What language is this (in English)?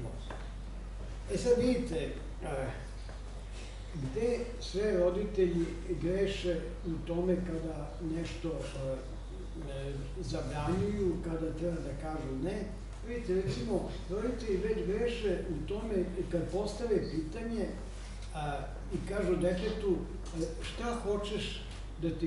Serbian